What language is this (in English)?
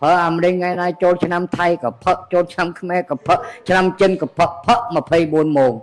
Khmer